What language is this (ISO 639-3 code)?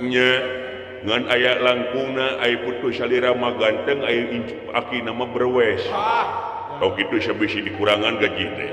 sun